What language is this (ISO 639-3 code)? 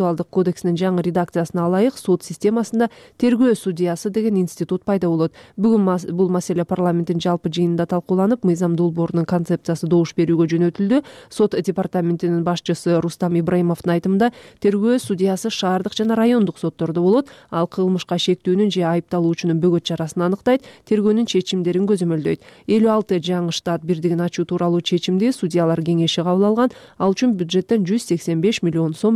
kir